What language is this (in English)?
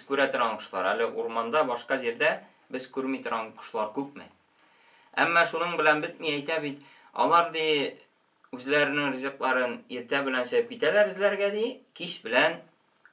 Tatar